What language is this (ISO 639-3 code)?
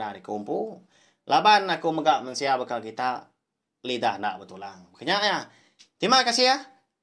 iba